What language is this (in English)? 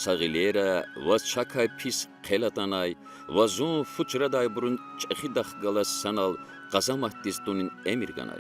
Lezghian